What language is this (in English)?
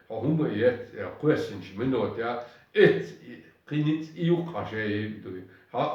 Chechen